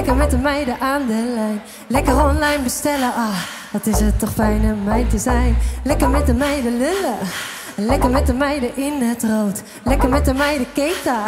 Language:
Dutch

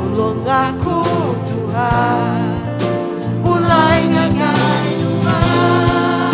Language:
Iban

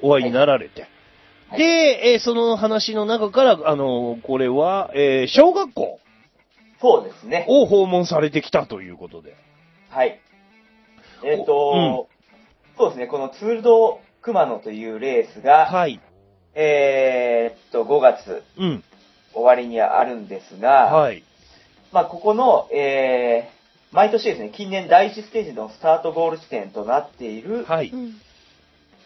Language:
Japanese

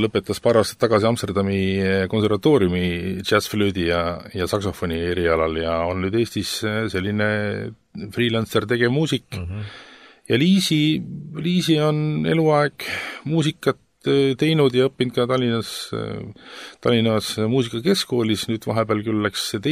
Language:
Estonian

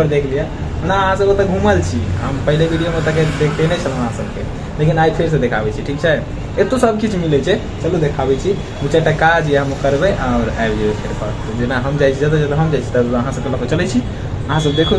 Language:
Maithili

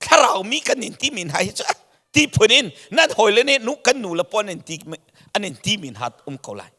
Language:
Hakha Chin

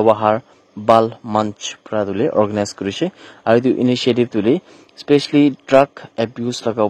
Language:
Naga Pidgin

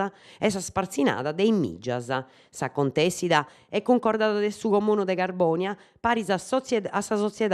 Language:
Sardinian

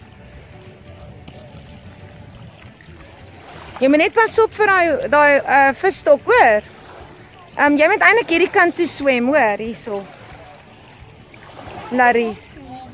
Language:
Afrikaans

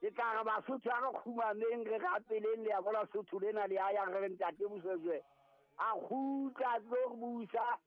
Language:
Southern Sotho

